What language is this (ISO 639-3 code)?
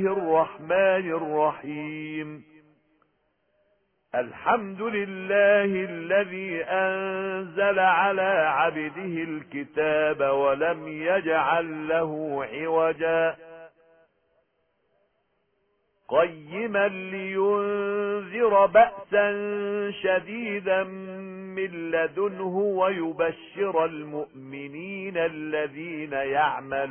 ara